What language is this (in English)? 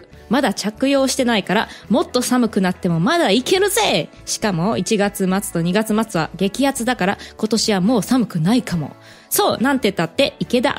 Japanese